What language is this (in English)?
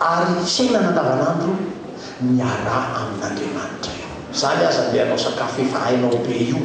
Malagasy